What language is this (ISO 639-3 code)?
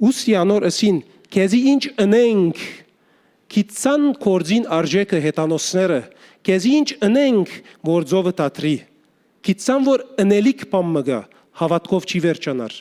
hyw